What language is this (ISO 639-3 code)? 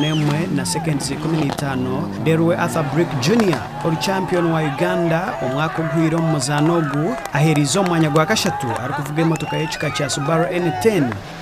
nyn